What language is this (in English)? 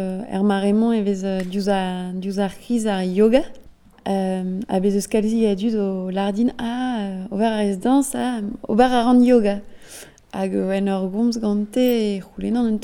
Breton